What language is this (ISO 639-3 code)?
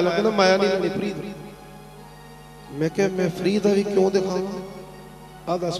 pan